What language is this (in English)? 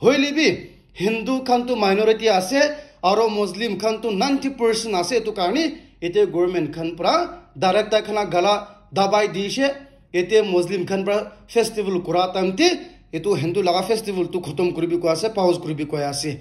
Naga Pidgin